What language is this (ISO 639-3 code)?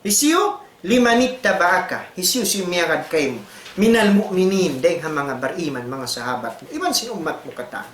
tsg